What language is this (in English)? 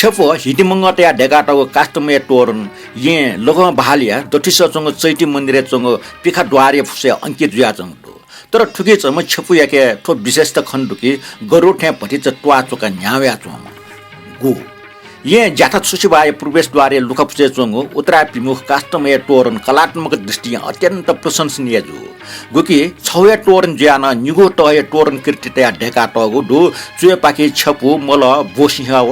Newari